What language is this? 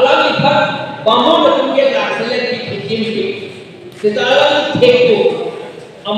Karbi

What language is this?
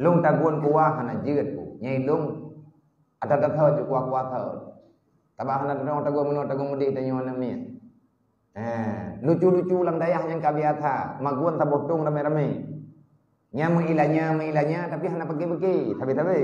Achinese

